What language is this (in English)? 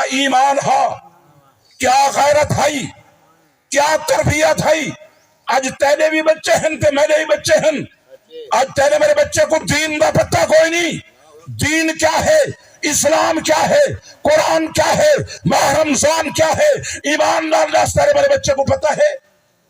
Saraiki